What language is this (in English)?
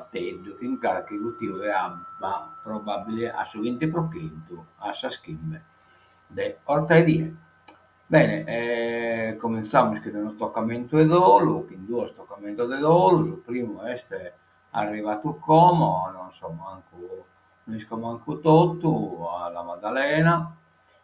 Sardinian